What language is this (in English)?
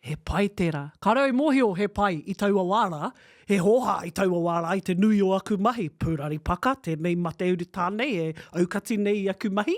Māori